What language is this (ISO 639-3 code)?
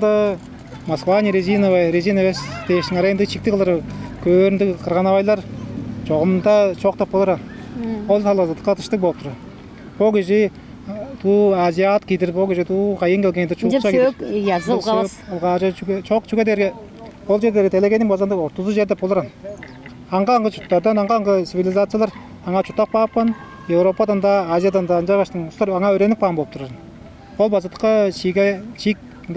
tyv